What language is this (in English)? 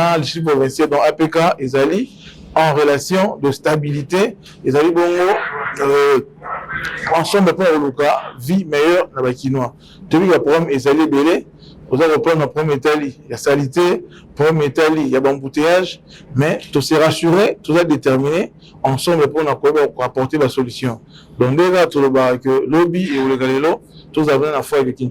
Lingala